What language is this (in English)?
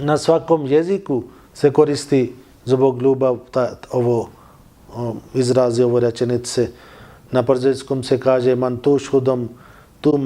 Bosnian